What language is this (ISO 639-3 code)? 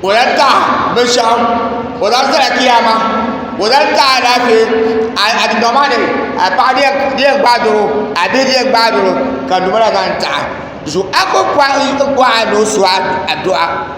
dag